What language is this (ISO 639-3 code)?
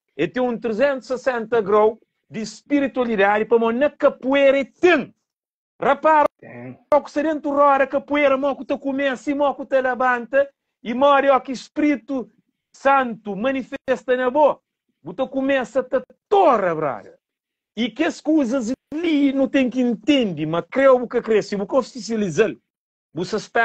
kea